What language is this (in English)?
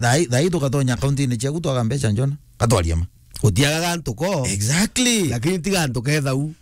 Meru